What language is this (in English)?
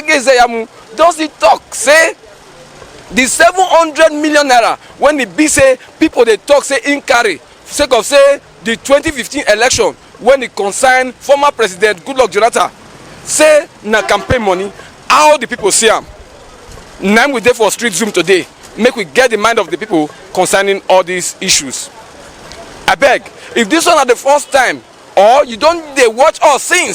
Nigerian Pidgin